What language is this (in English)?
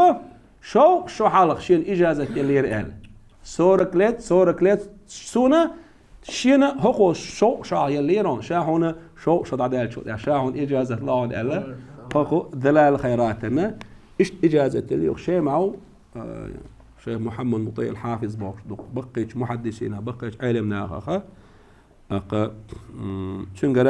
Chechen